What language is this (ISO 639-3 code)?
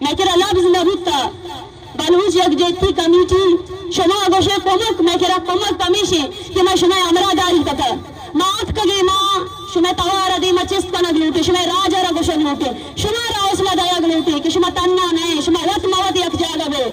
bgp